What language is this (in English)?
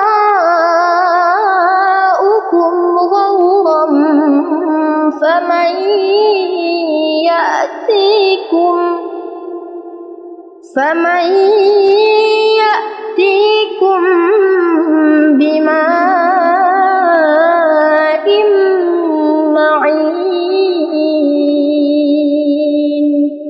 Arabic